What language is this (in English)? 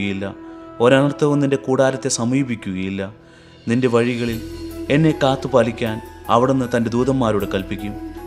Malayalam